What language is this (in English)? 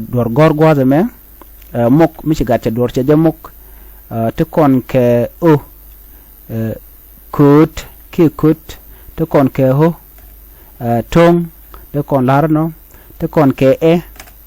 Nuer